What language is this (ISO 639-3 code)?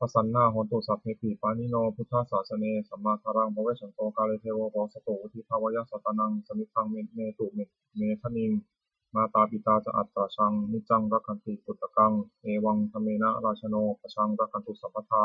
pli